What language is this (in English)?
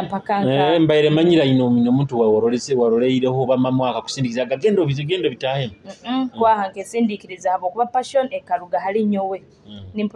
Nyoro